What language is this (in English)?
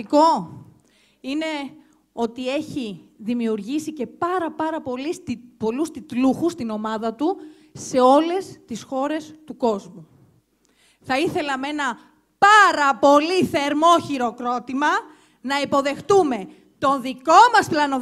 Greek